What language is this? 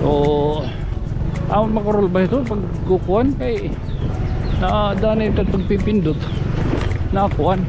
Waray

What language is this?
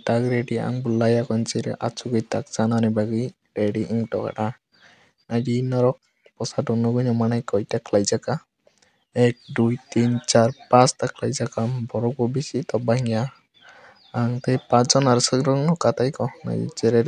Kok Borok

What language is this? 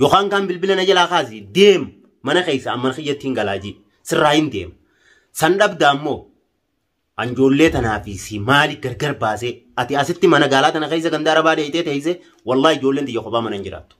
Oromo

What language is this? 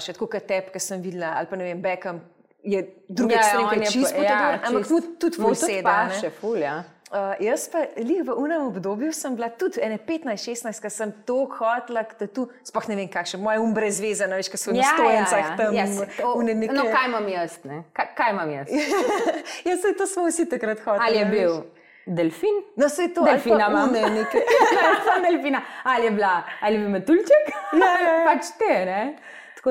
Slovenian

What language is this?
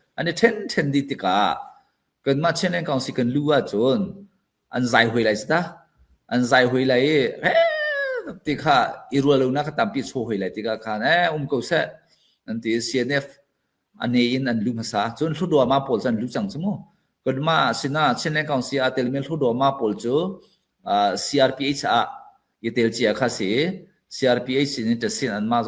Falam Chin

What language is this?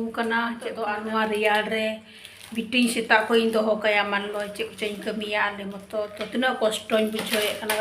Santali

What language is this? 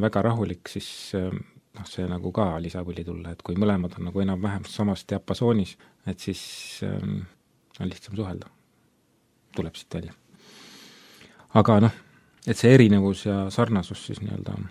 Estonian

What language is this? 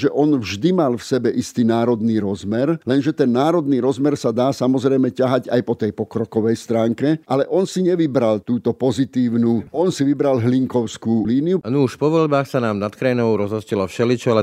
Slovak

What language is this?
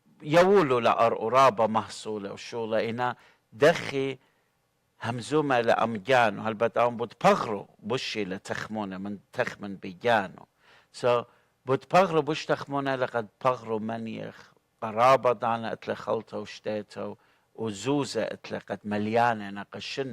Assyrian Neo-Aramaic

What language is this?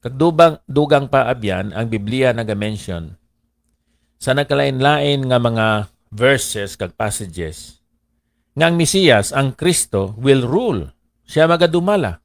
Hiligaynon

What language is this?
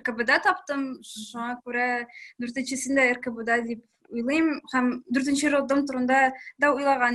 Tatar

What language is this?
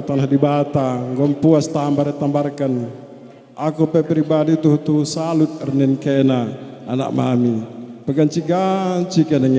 Batak Karo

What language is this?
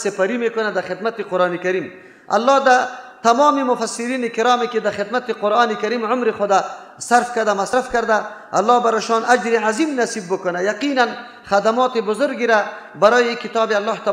Persian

